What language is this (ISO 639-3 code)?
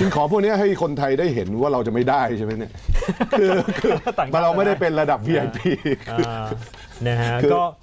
tha